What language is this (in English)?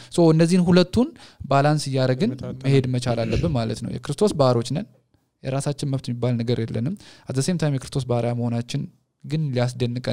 Amharic